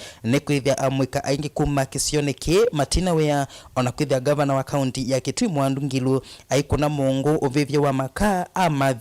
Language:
Kamba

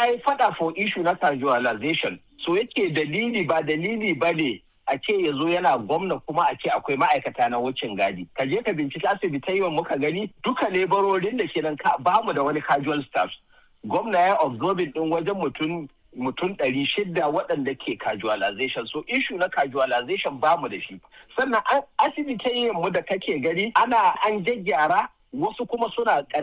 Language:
Hausa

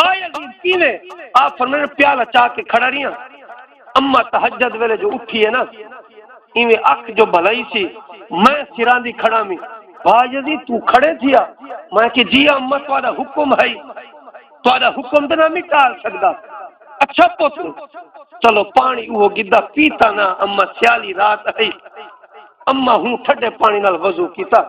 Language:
Saraiki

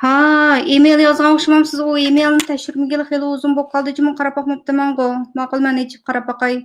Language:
Uyghur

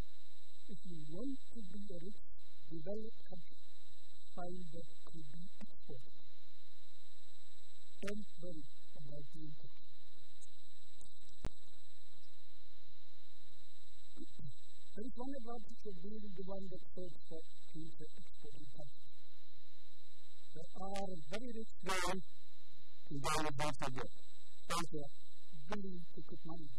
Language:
English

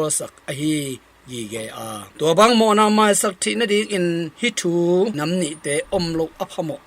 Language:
Tedim Chin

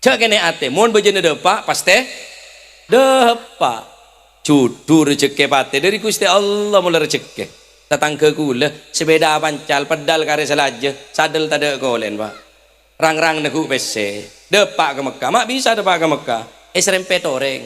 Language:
Madurese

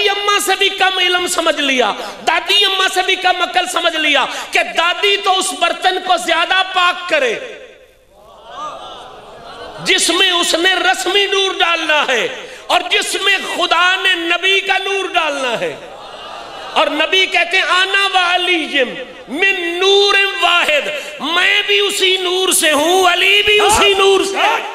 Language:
Urdu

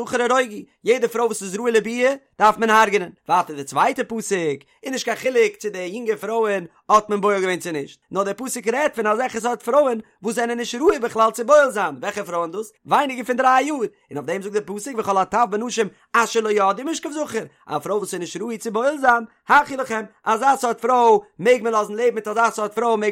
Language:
Yiddish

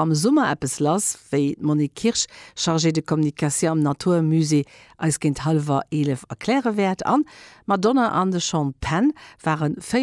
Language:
Luxembourgish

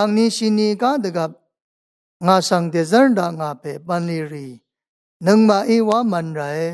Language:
Rawang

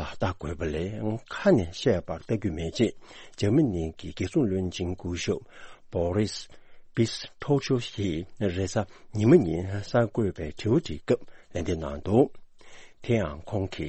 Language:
Tibetan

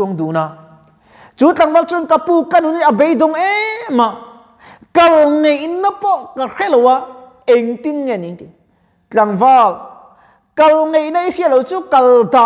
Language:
Mizo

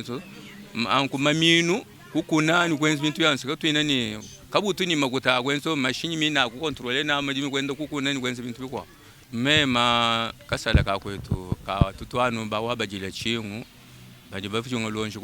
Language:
Luba-Lulua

